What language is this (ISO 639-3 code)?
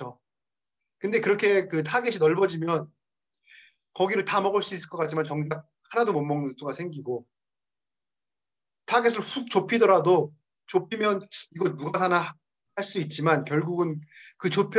kor